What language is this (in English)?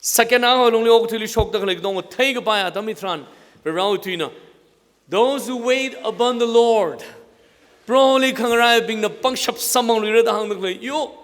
Tangkhul Naga (India)